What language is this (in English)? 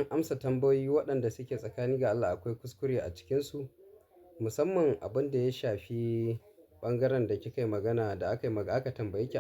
Hausa